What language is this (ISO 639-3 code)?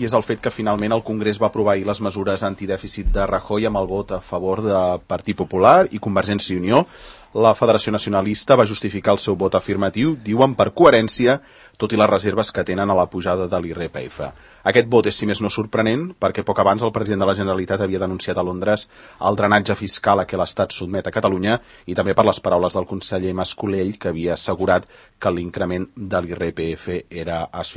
cat